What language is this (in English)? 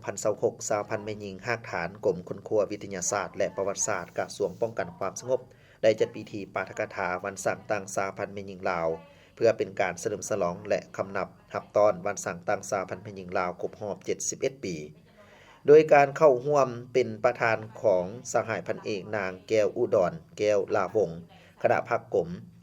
Lao